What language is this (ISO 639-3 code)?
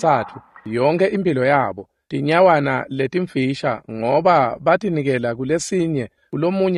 ssw